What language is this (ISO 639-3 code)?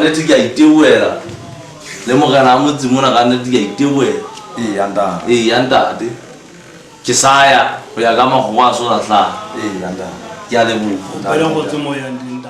sot